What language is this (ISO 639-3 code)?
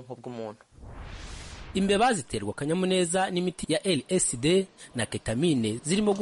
kin